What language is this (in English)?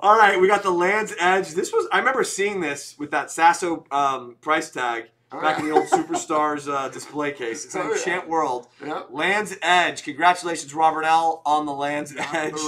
English